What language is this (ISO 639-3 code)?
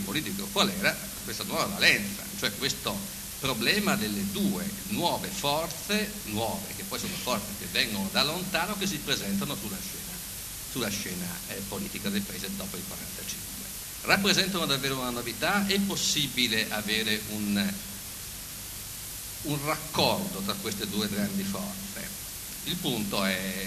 ita